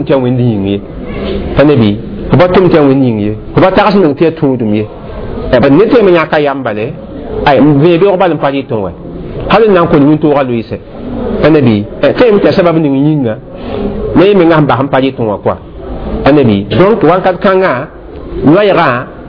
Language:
Mossi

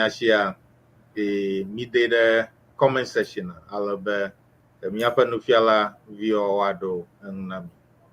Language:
Ewe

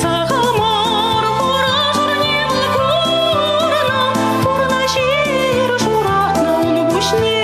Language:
Chuvash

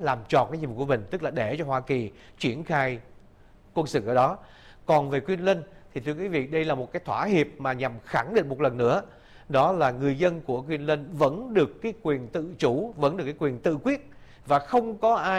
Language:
Vietnamese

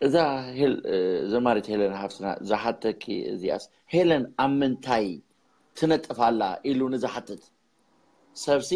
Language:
Tigrinya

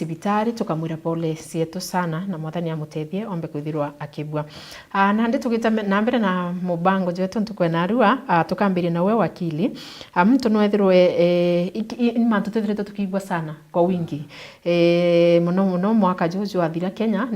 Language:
Meru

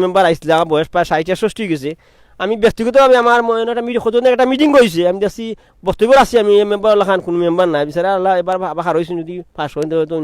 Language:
Sylheti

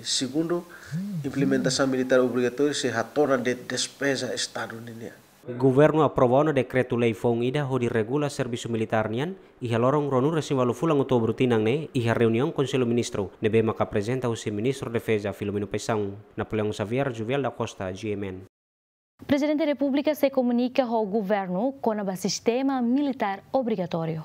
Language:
Tetum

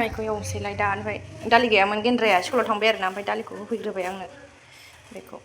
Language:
Bodo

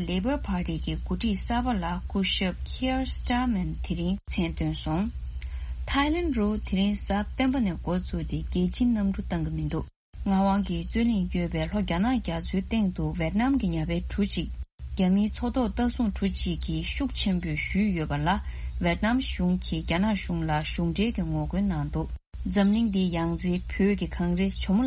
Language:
Tibetan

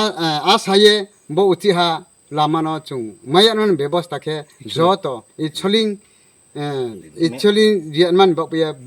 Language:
Kok Borok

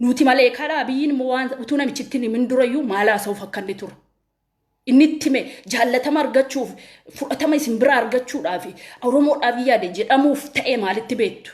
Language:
Oromo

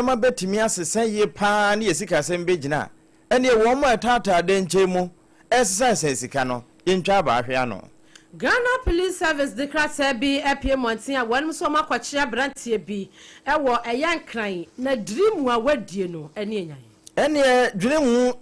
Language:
Akan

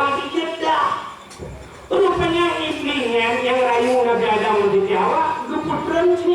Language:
Achinese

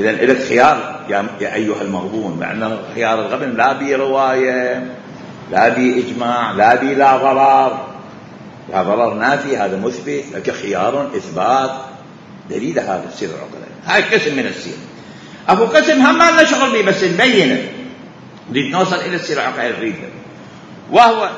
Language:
Mesopotamian Arabic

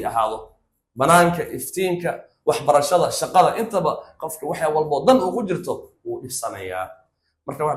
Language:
Somali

